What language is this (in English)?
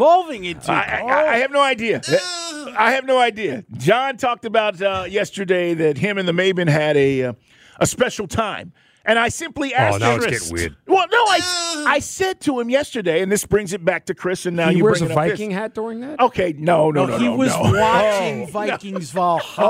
English